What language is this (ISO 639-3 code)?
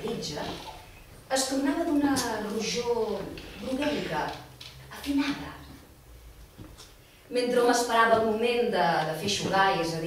cat